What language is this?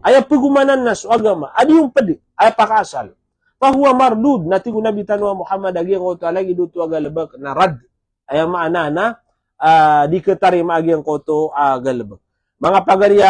Maranao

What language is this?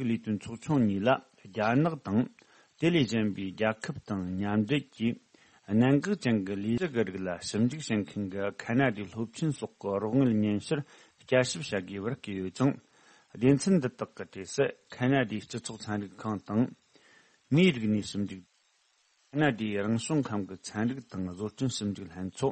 Tibetan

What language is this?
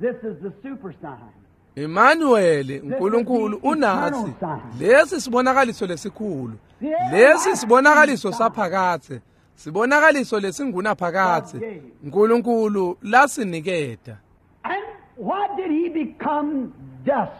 Swati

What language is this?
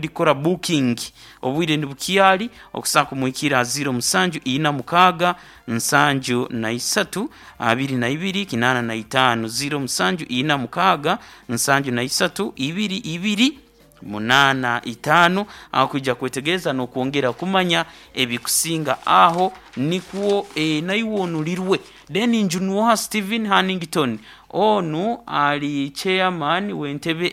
Nyankole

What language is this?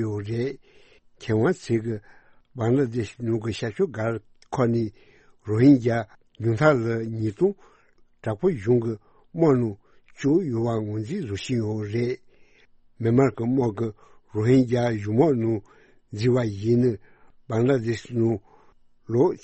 Tibetan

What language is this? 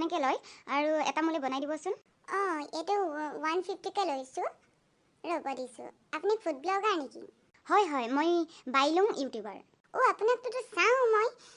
Assamese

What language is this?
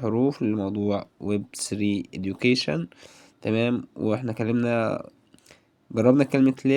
Egyptian Arabic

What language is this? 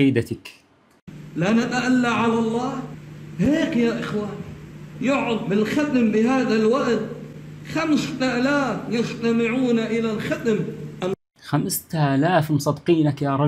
Arabic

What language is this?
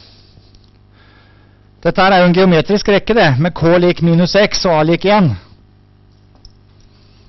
Norwegian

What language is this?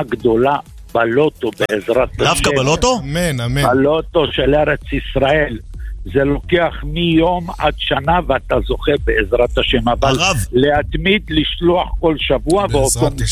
Hebrew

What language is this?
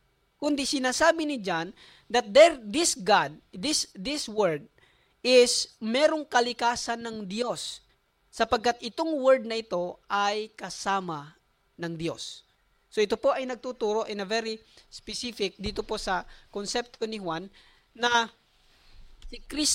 Filipino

